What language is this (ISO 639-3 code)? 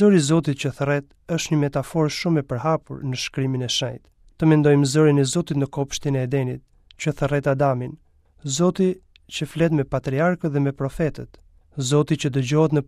sqi